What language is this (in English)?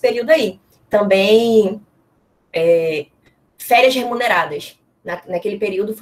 Portuguese